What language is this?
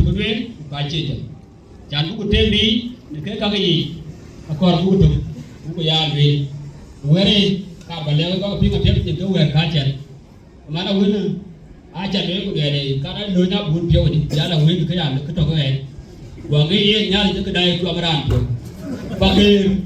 Dinka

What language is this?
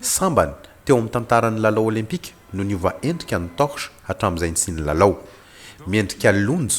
Malagasy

